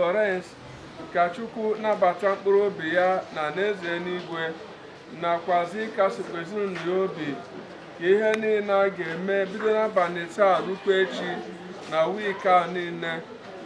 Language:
Igbo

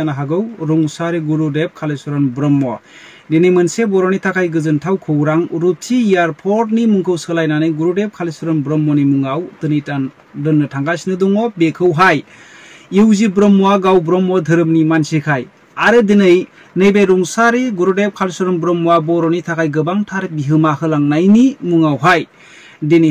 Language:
Bodo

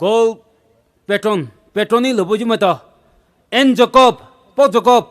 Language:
Poumei Naga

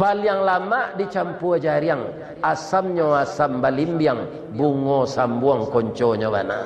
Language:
Minangkabau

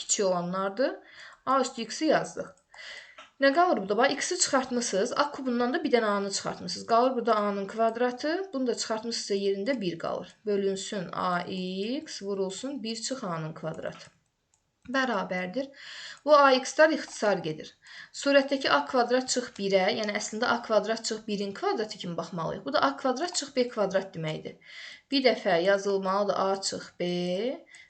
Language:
Azerbaijani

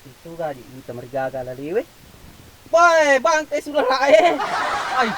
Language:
Buginese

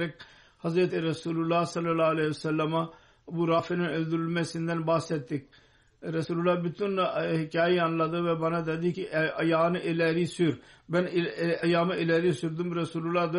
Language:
Turkish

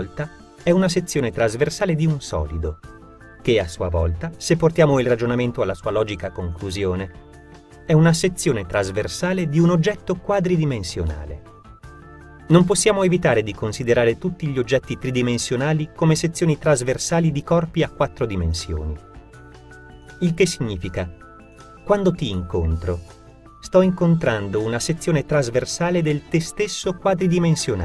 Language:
Italian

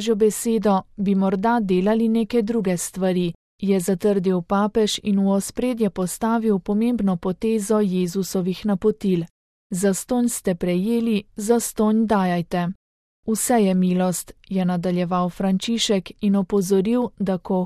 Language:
Slovenian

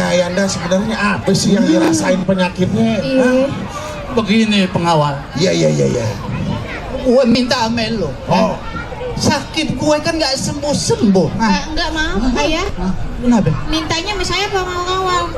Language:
Betawi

